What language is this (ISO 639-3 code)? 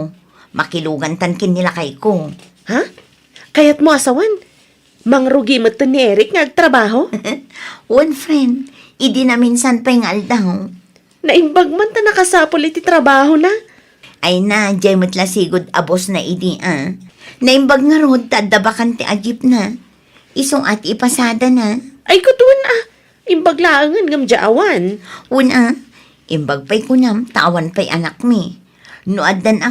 ilo